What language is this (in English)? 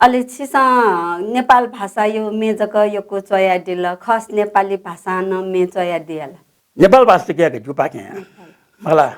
Newari